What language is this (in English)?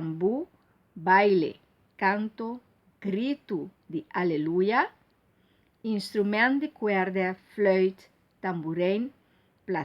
Papiamento